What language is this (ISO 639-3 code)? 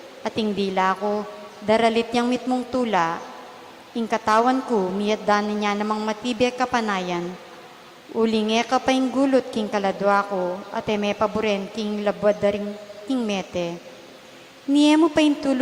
pam